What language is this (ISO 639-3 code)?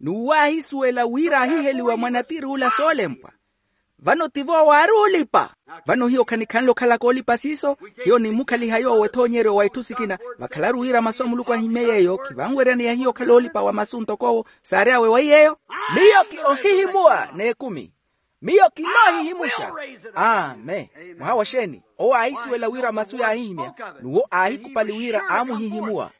vmw